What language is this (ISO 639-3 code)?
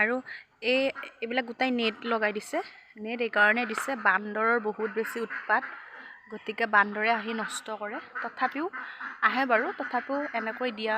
asm